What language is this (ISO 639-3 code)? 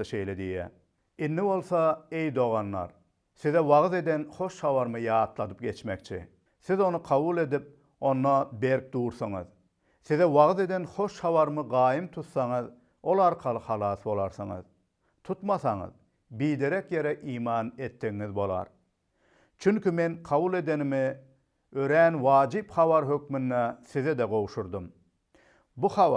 tuk